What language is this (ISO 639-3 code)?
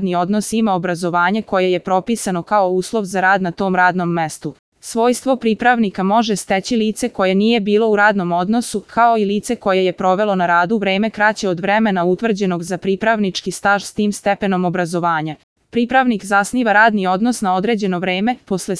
srp